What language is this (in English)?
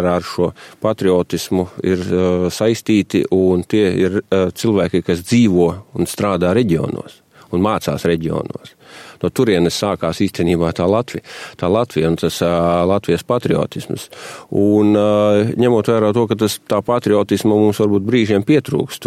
Latvian